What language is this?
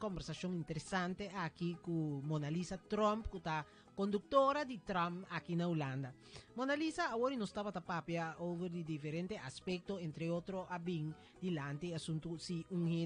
Papiamento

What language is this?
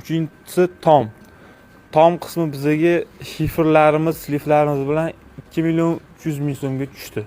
Uzbek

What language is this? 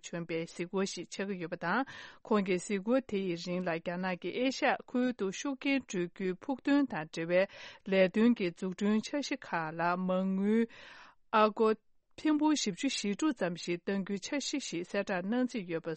Tibetan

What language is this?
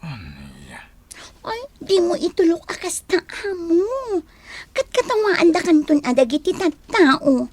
Iloko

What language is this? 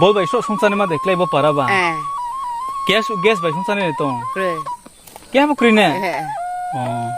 Riang (India)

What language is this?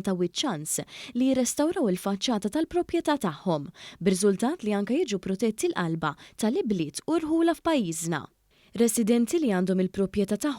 Maltese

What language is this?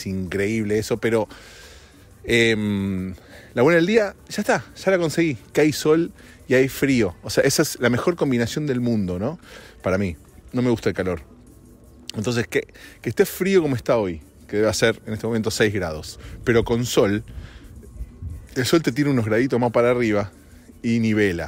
Spanish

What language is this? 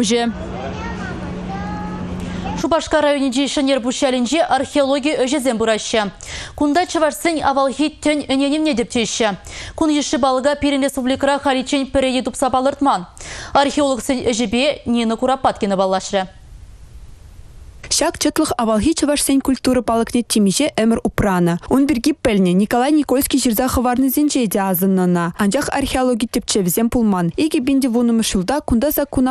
Chuvash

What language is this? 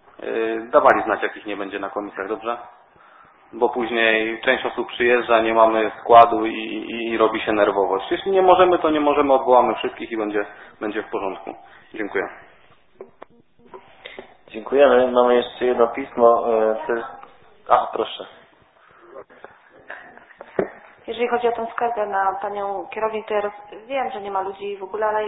Polish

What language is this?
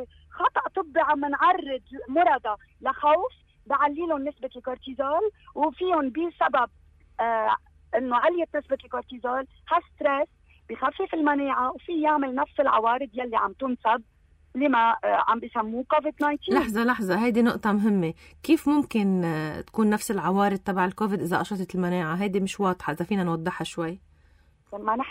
North Levantine Arabic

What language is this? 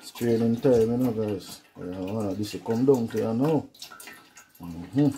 Jamaican Creole English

